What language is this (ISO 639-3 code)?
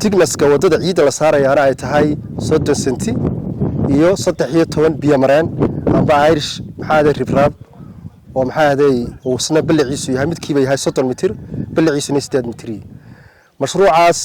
som